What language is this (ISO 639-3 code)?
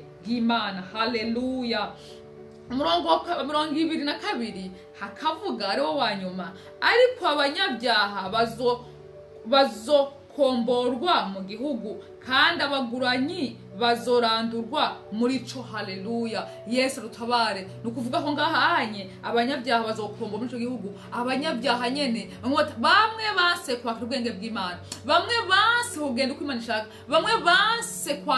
run